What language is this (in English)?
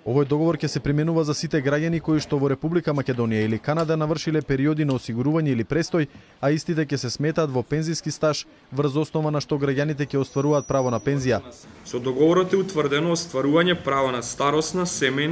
Macedonian